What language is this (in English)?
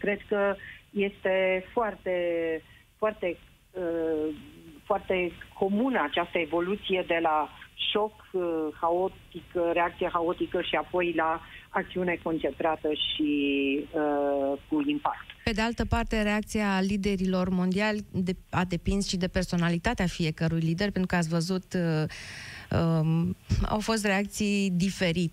Romanian